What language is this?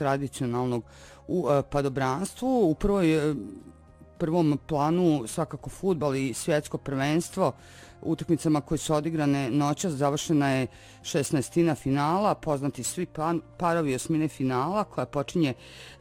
Bosnian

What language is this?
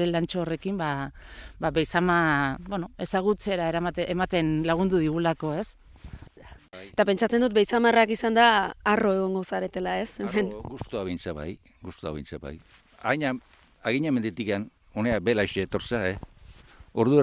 Basque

